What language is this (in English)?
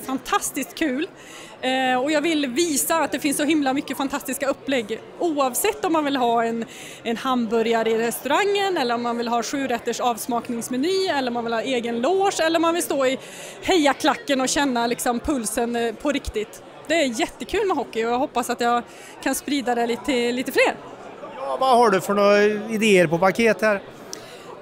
Swedish